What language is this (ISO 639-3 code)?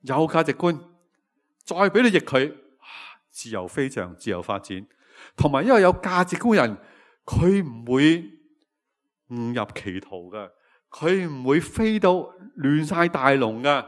yue